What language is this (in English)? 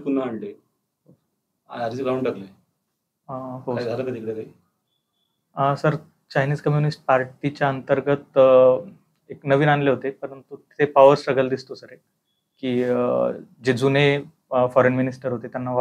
Marathi